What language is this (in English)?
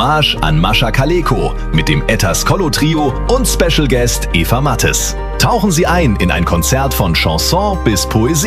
German